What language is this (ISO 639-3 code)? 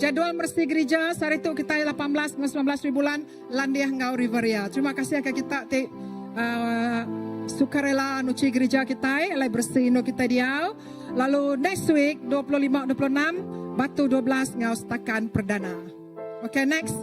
iba